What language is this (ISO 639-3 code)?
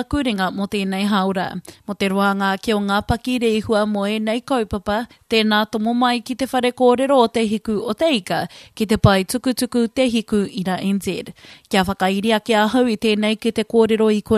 mri